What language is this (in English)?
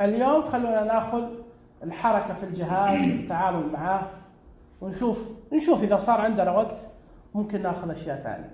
Najdi Arabic